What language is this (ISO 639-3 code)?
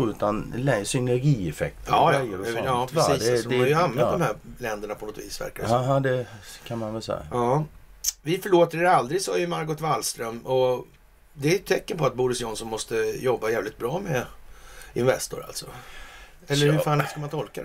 swe